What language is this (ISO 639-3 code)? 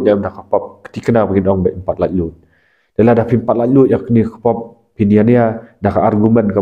kha